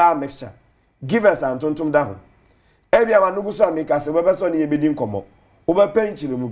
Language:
Akan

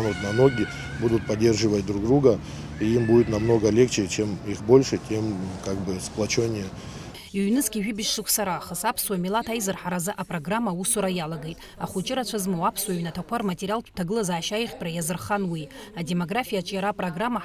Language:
Abkhazian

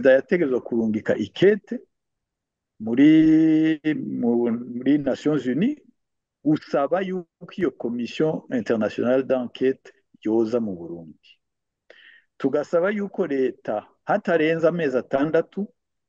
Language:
Rundi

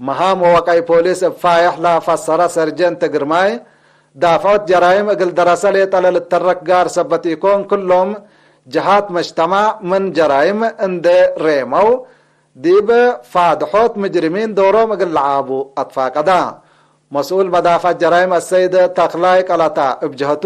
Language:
Tigre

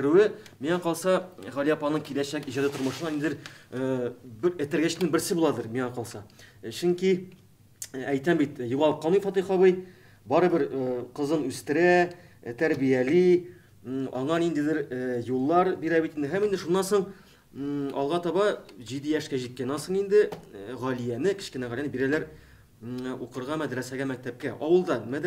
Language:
Tatar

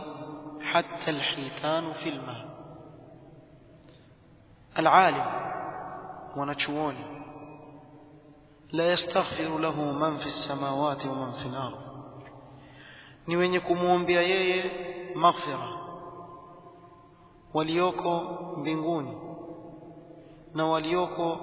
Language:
Swahili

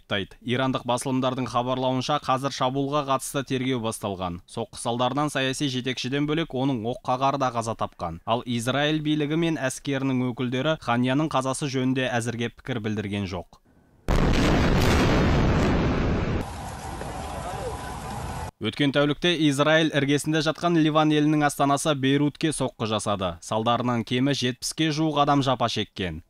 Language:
Kazakh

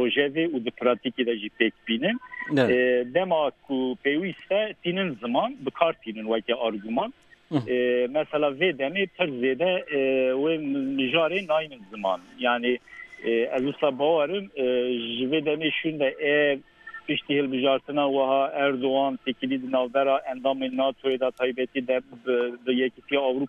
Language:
Kurdish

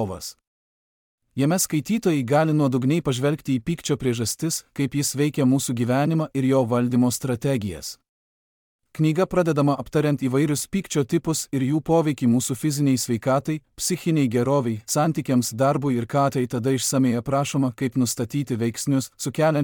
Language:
Lithuanian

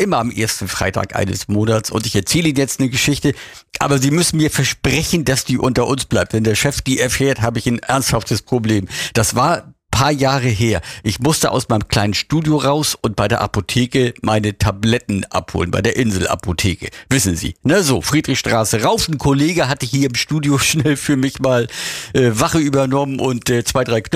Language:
German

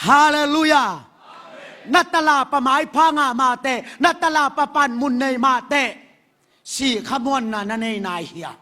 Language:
Tedim Chin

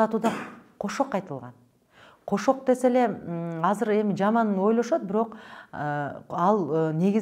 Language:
Kyrgyz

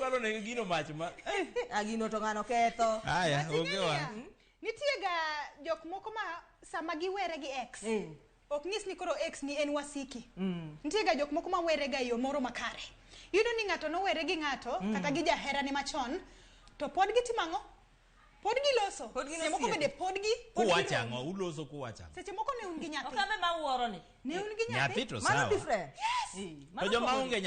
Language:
Luo (Kenya and Tanzania)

